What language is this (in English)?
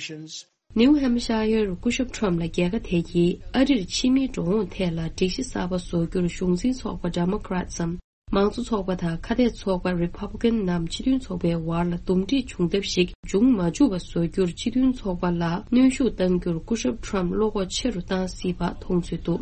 Tibetan